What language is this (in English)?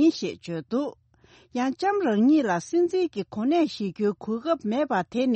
Tibetan